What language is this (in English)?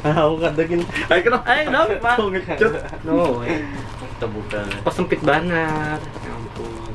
Banjar